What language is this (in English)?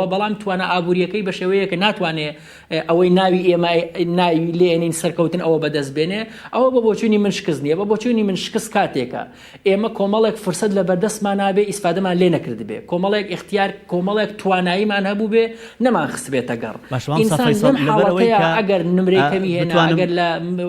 Central Kurdish